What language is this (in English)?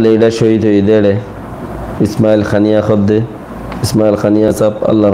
Rohingya